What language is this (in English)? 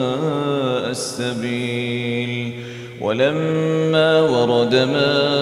Arabic